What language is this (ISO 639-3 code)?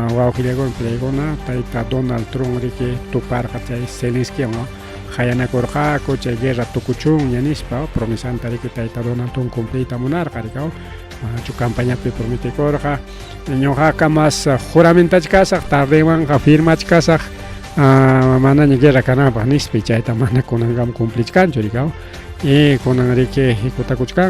quy